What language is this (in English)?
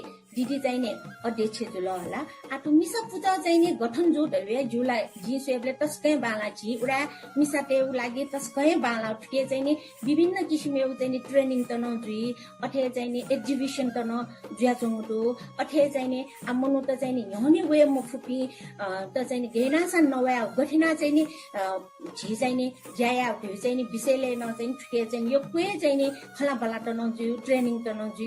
Newari